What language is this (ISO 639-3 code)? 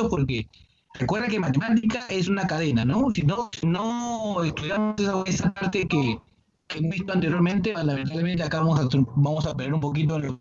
spa